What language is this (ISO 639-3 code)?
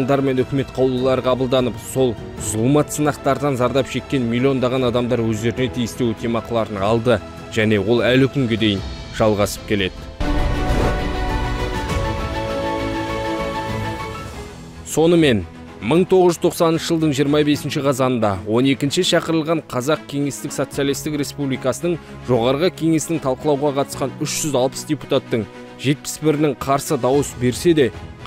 kaz